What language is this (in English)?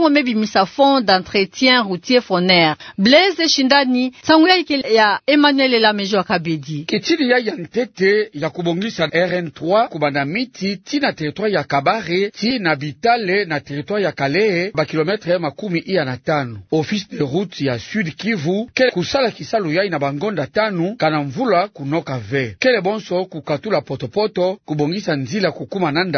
Kituba (Democratic Republic of Congo)